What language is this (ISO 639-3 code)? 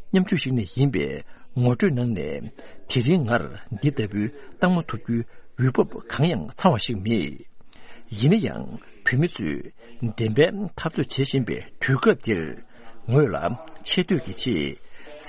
bod